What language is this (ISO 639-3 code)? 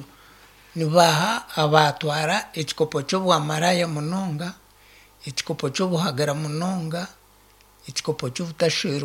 nyn